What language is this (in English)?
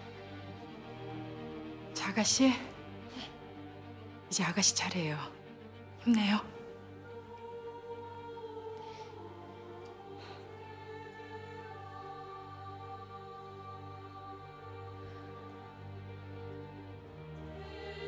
Korean